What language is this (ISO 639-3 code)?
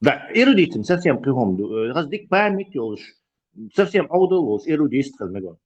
che